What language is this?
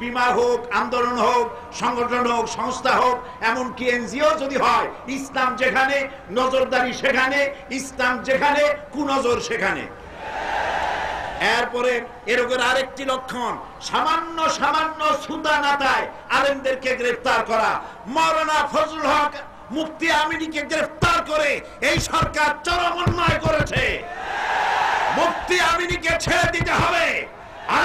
Bangla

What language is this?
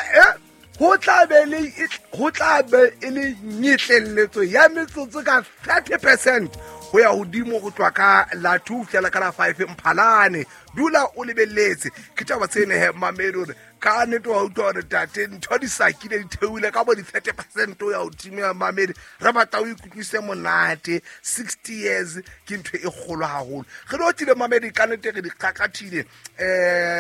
Southern Sotho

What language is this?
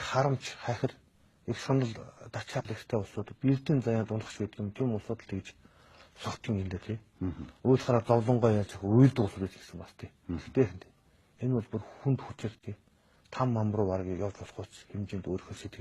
Mongolian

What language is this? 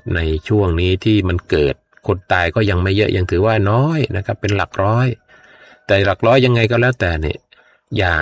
Thai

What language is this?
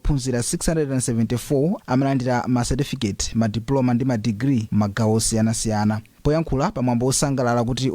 Nyanja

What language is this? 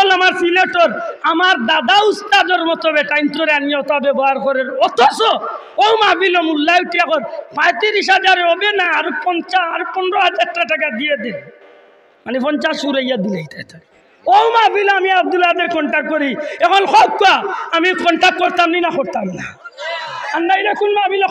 Sylheti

